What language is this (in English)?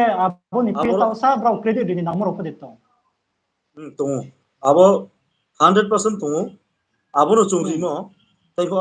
Riang (India)